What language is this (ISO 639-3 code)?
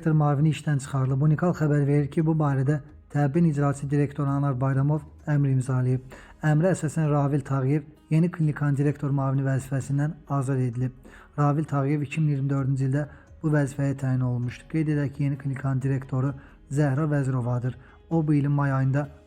aze